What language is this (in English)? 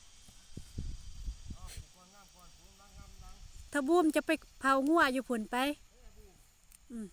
Lao